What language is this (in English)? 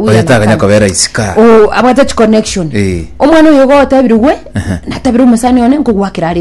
Gusii